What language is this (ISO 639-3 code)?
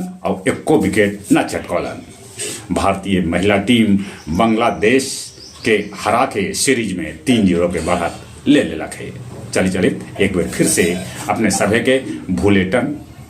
mag